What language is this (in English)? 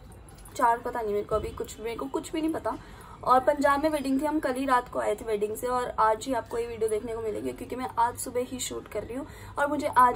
Hindi